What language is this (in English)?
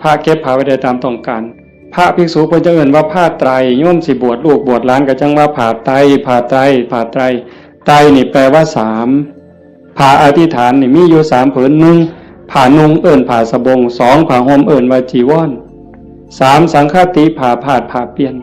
Northeastern Thai